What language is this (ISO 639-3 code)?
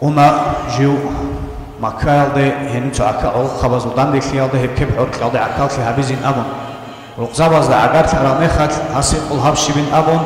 ava